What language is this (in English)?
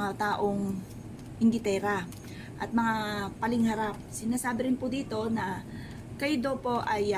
Filipino